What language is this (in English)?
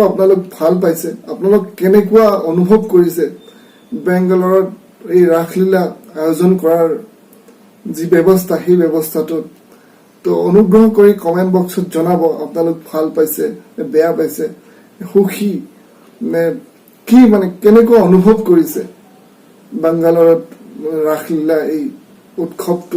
Assamese